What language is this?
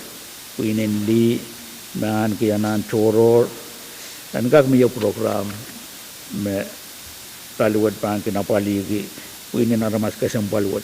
Pohnpeian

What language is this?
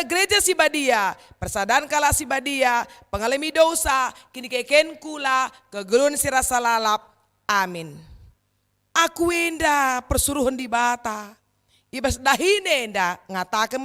Batak Karo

